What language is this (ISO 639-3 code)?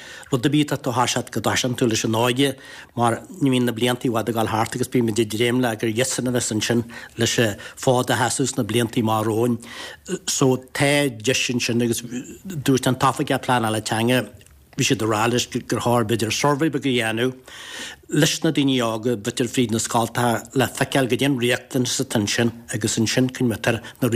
gle